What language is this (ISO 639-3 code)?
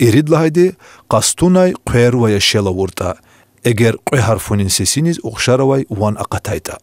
lez